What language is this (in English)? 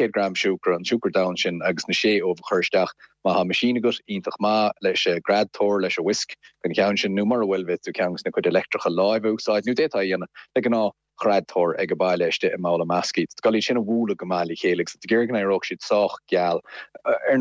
Irish